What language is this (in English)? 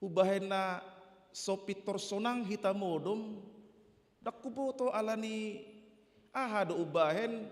Batak Toba